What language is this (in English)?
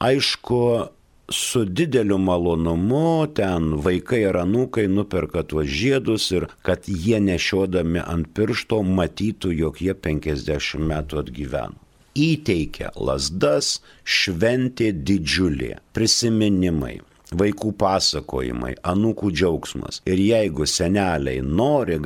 Lithuanian